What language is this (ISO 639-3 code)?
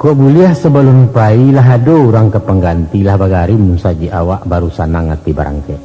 min